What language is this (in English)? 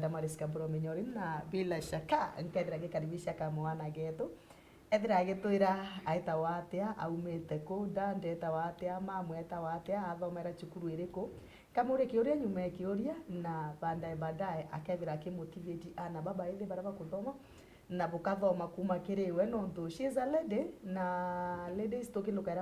Meru